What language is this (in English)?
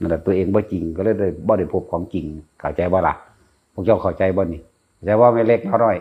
Northeastern Thai